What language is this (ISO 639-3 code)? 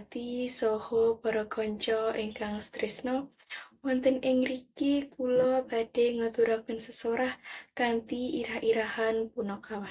jav